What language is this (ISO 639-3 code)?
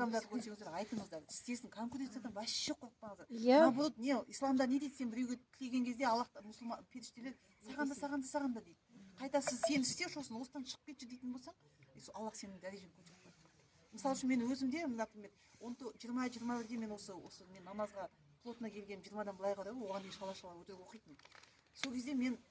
kaz